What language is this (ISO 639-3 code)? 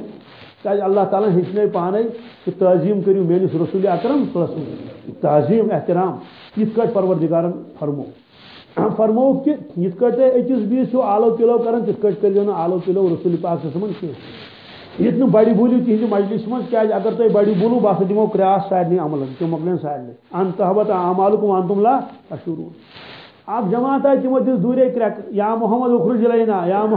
kas